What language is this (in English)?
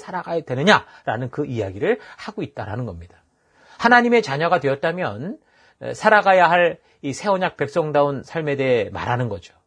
Korean